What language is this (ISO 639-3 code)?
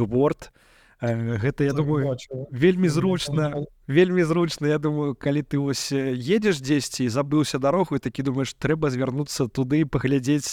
bel